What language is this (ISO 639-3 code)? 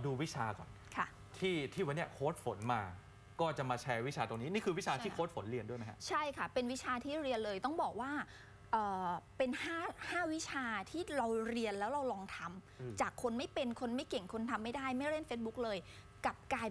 tha